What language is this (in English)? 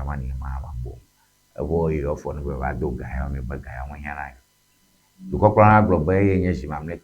Ewe